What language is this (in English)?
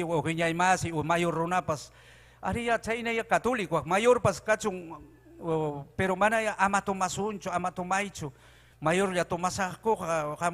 Ayacucho Quechua